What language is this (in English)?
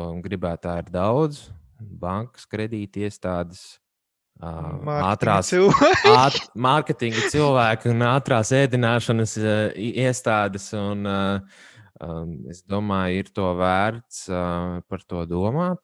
Latvian